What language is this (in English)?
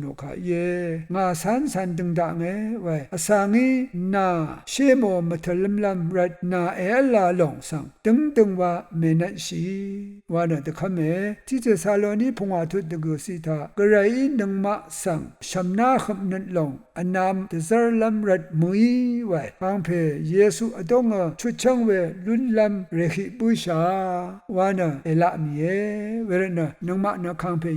Rawang